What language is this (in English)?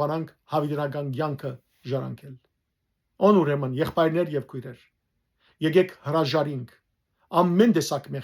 Western Armenian